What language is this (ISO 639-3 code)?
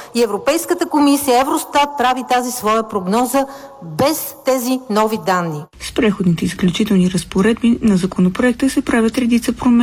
bul